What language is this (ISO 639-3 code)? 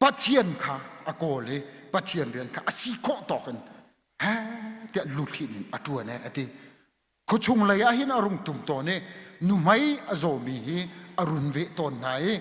cnh